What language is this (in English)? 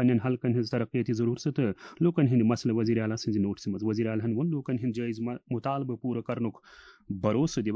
Kashmiri